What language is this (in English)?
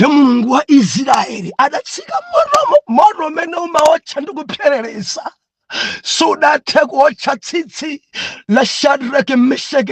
Nyanja